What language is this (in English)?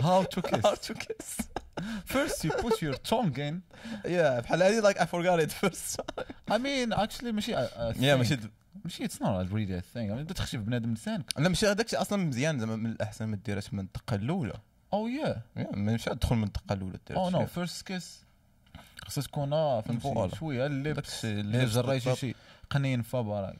Moroccan Arabic